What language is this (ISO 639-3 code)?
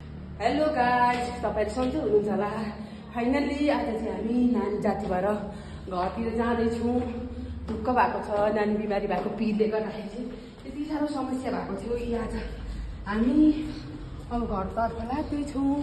nep